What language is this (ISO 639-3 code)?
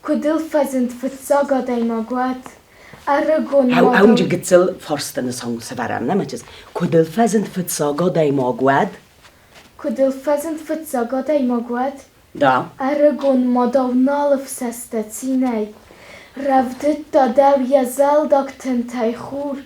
oss